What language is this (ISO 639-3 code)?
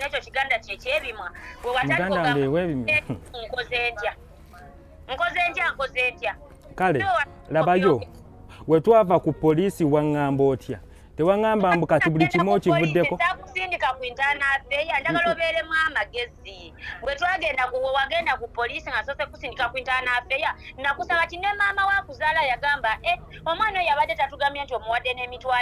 lug